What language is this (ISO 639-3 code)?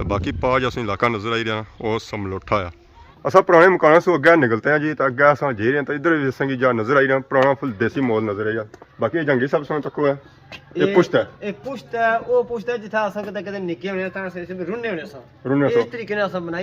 phr